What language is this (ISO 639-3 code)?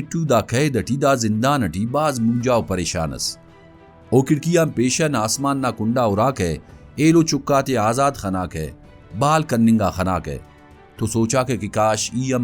brh